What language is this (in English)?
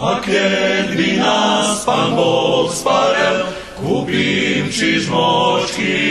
Rusyn